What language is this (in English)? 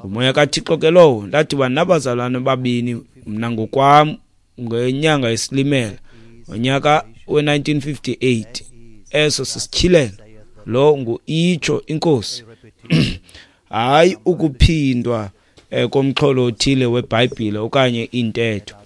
Xhosa